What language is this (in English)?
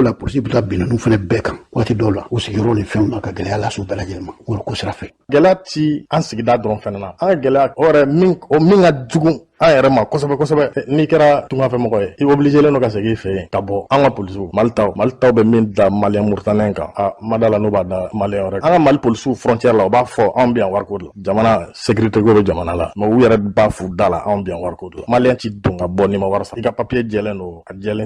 Bambara